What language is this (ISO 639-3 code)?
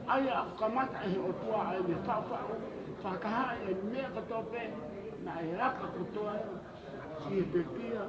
ton